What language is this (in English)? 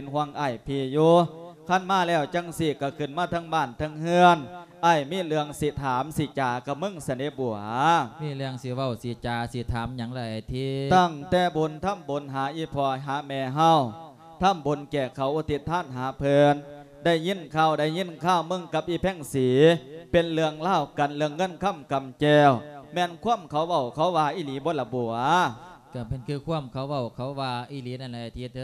Lao